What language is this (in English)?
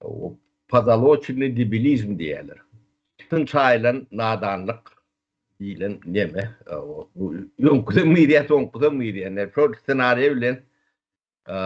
Turkmen